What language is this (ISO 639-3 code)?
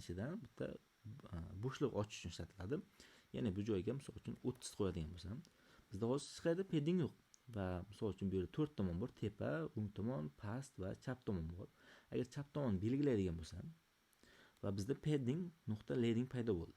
uzb